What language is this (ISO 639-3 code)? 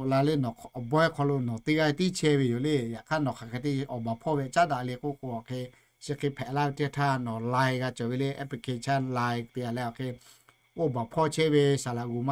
lhu